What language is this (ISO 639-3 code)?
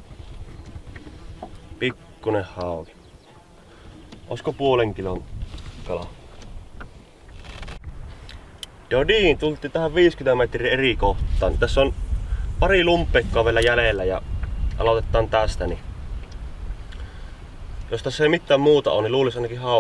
fin